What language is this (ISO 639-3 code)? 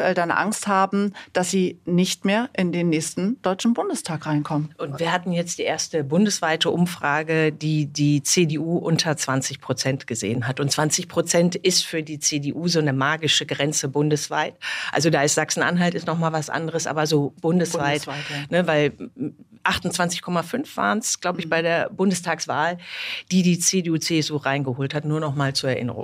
deu